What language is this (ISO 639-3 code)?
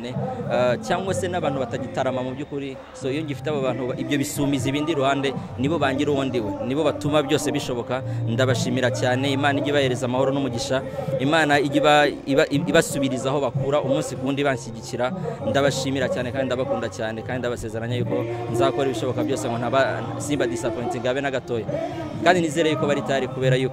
kin